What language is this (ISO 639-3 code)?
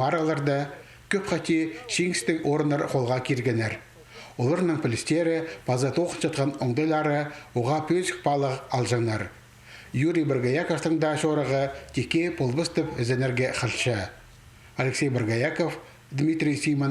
kjh